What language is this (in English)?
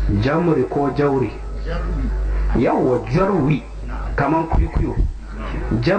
Hausa